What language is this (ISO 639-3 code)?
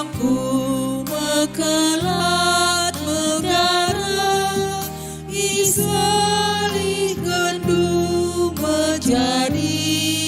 btx